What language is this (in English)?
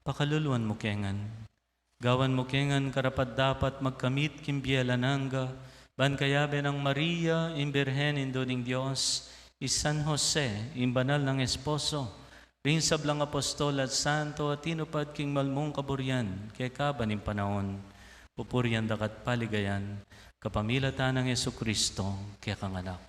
Pampanga